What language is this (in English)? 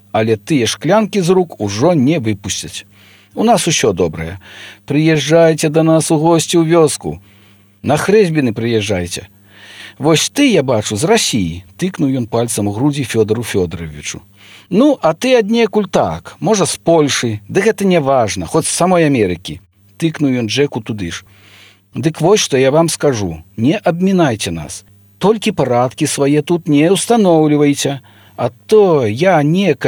Belarusian